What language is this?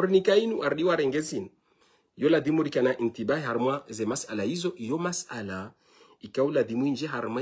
Ngazidja Comorian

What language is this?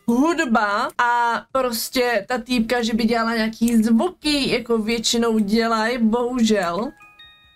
Czech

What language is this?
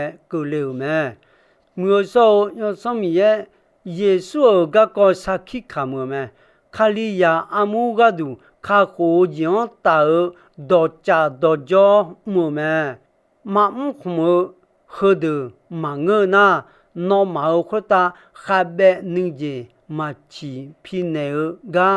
Akha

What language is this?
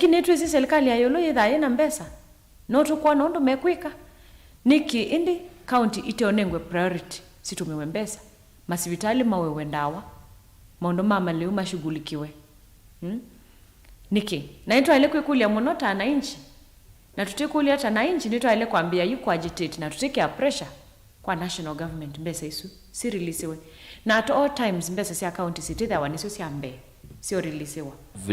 Kamba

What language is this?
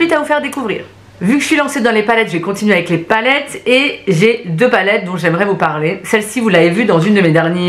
French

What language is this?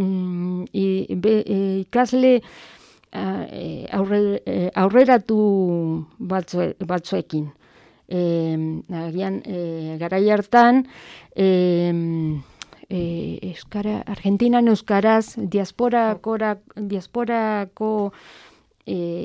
Basque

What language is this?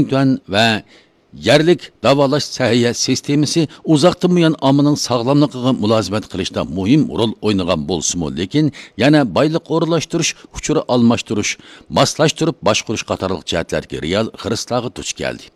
Uyghur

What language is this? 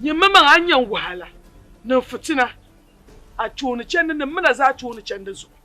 Dagbani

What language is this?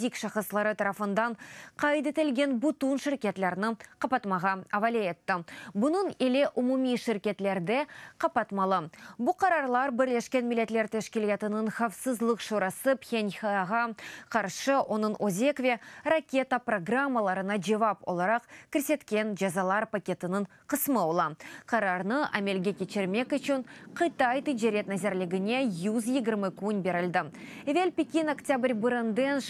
Crimean Tatar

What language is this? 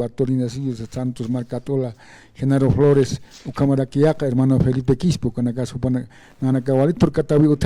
Aymara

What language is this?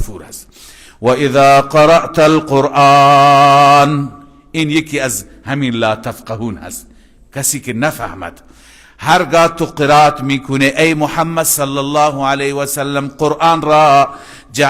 Persian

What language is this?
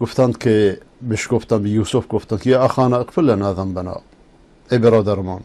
Persian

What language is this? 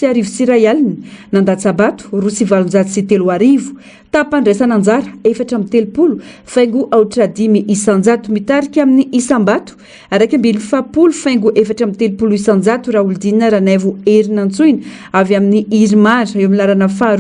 Malagasy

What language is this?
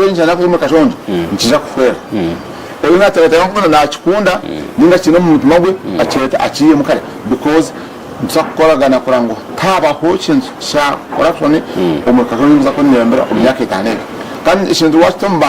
Nyankole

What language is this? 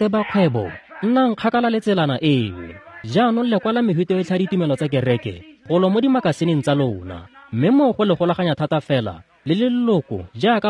Tswana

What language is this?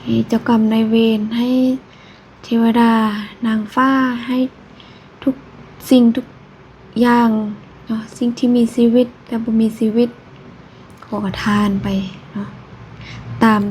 Lao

